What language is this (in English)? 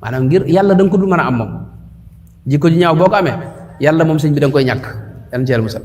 Wolof